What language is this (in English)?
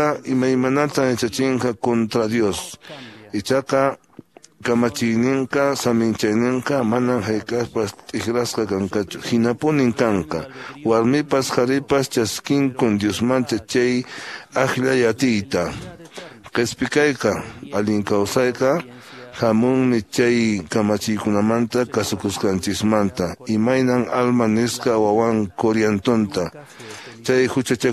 Quechua